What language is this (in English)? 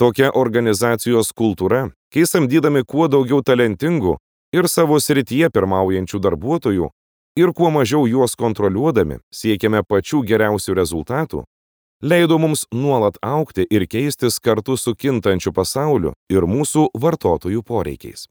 Lithuanian